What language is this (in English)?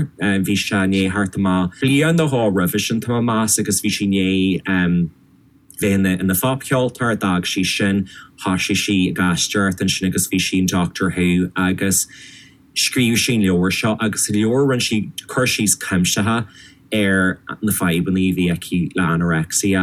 Irish